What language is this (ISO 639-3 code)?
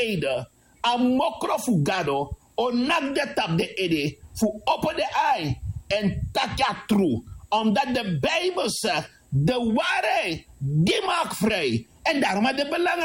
srn